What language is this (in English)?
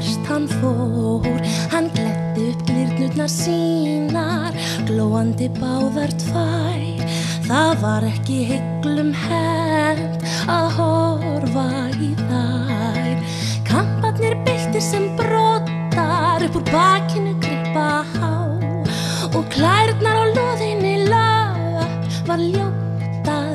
Icelandic